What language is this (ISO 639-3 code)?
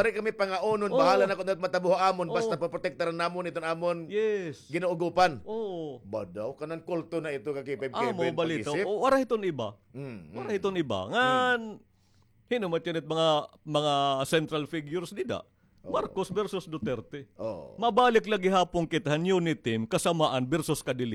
war